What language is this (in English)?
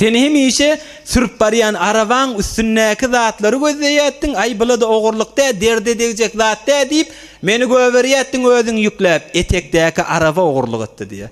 Turkmen